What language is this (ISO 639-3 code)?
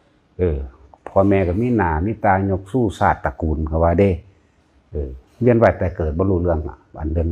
tts